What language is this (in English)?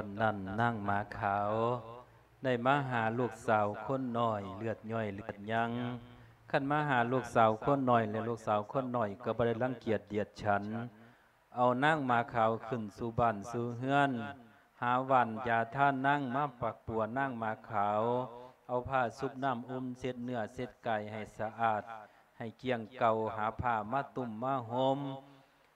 Lao